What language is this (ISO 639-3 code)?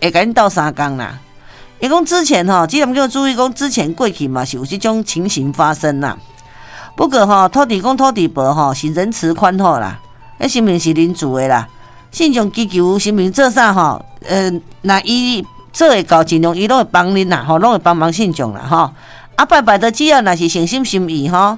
nan